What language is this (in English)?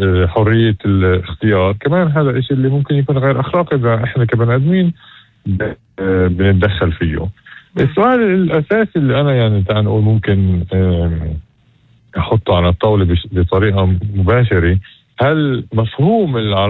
North Levantine Arabic